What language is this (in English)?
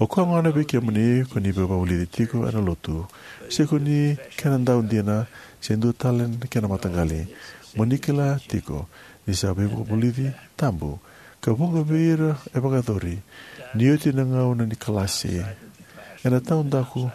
Fijian